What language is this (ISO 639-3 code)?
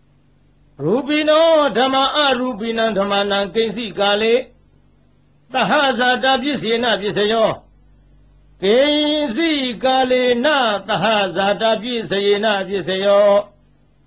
mya